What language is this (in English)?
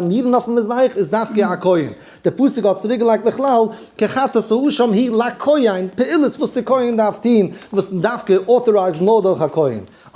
Yiddish